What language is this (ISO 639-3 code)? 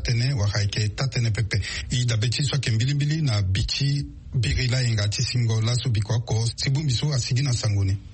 sag